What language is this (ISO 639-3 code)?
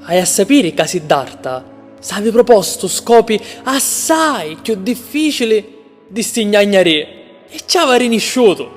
scn